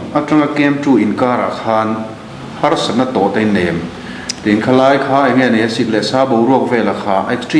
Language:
Mizo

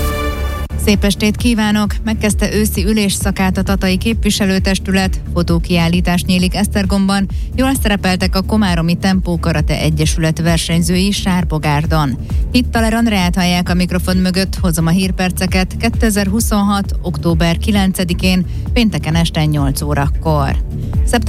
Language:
Hungarian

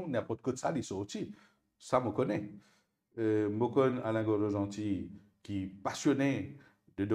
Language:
Morisyen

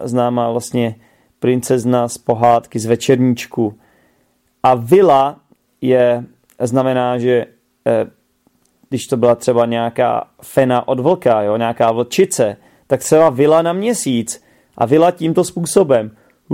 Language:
Czech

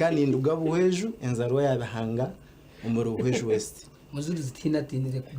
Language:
Nyankole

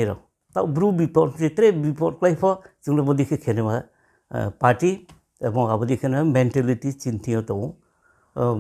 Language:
Riang (India)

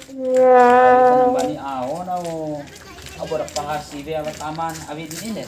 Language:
Bima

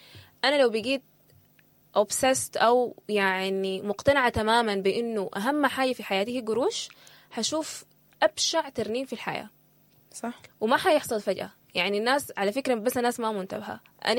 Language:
Sudanese Arabic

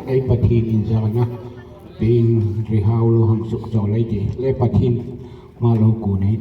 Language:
Hmar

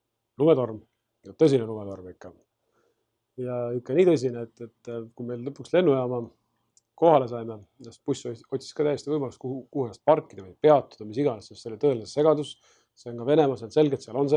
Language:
Estonian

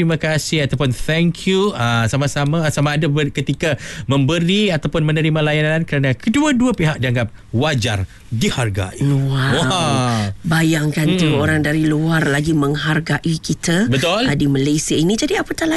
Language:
Malay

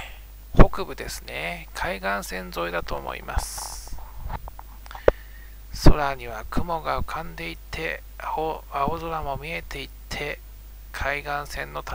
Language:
Japanese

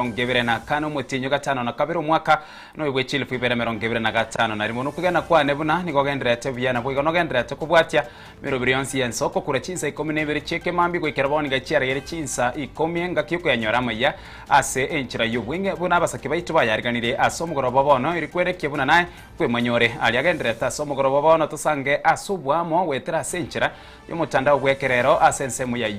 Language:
Gusii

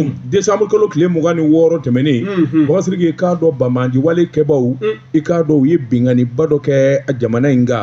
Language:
Bambara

